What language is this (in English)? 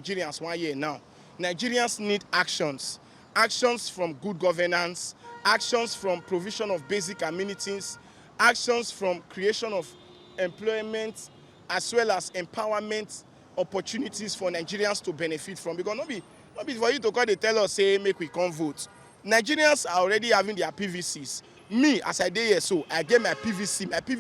Nigerian Pidgin